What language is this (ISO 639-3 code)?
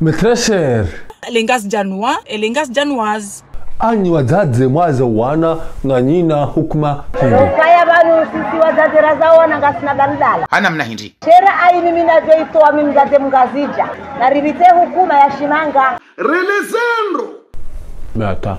zdj